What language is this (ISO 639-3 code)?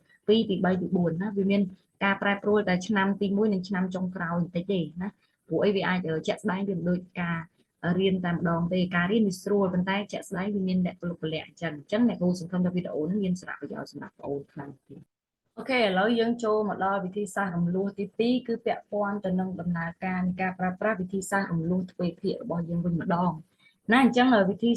khm